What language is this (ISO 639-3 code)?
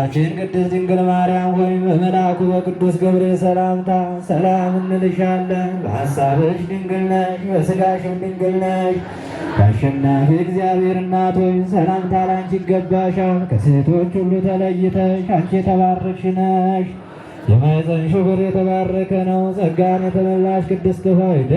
amh